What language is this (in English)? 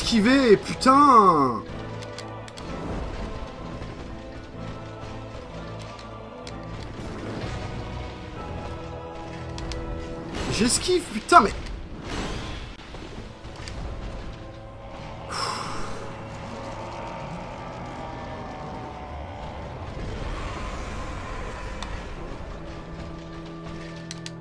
French